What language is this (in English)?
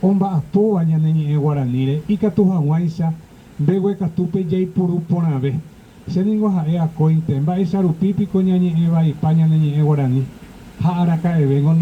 Guarani